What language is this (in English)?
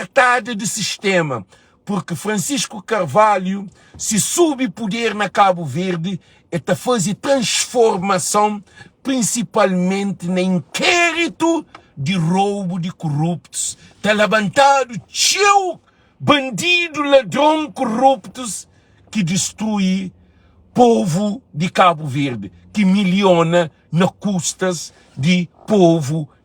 Kabuverdianu